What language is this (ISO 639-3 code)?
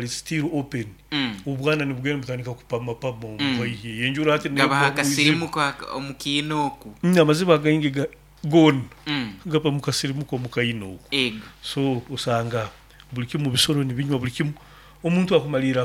nyo